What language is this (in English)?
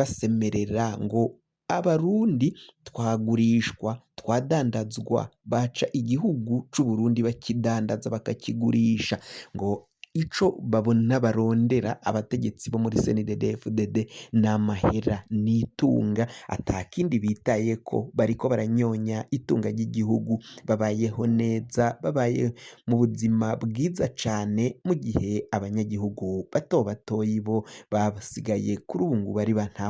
Rundi